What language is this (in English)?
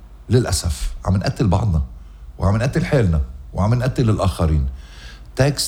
North Levantine Arabic